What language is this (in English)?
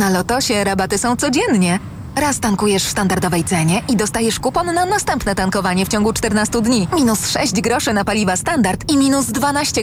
Polish